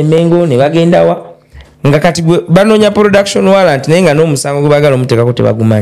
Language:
Ganda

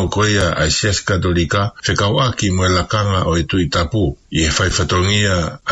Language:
Tongan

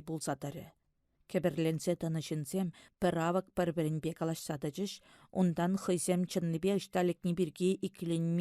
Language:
Chuvash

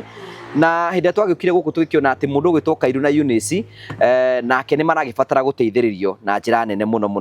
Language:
Kikuyu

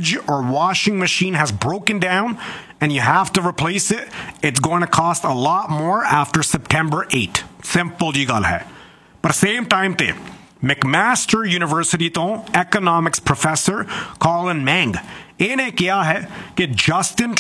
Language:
Punjabi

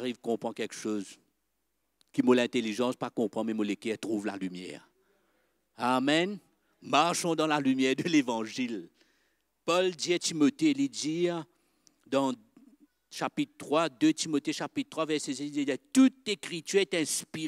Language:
Morisyen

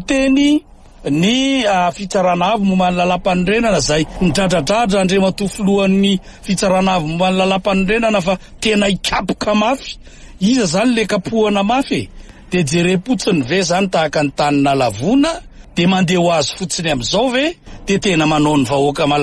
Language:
Malagasy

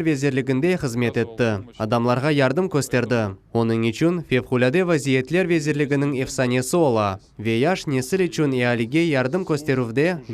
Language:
Crimean Tatar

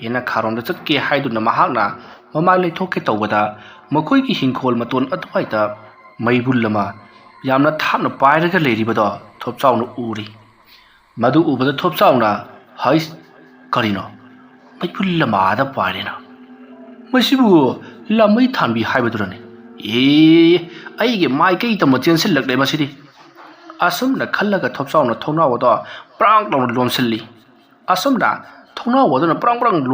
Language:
Manipuri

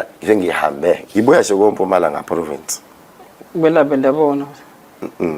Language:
Zulu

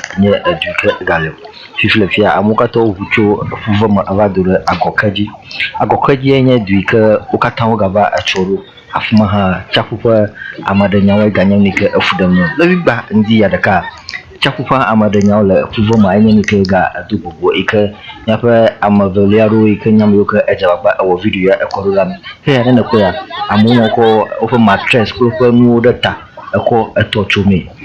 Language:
Ewe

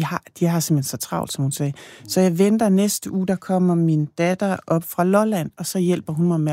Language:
Danish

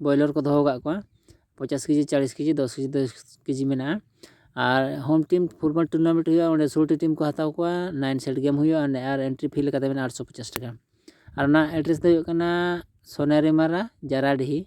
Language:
Santali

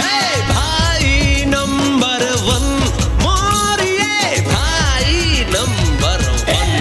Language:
Chhattisgarhi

